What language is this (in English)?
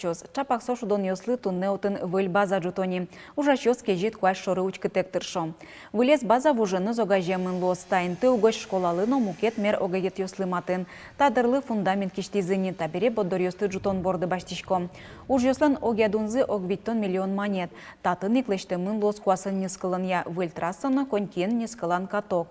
Udmurt